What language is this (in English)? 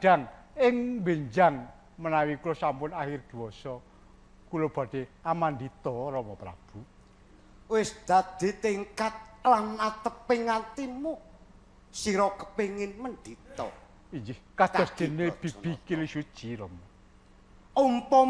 Javanese